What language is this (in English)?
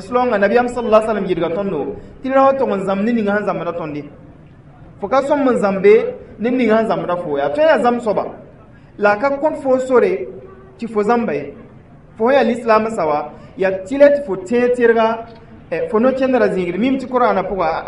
Mossi